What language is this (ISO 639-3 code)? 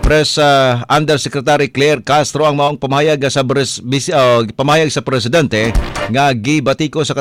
ceb